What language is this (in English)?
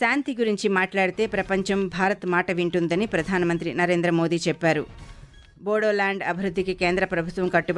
Telugu